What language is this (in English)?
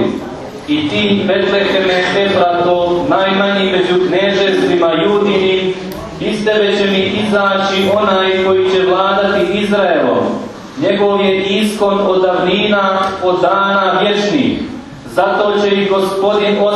Croatian